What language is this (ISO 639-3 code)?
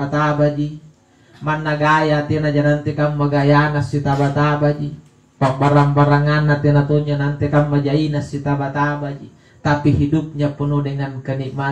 mak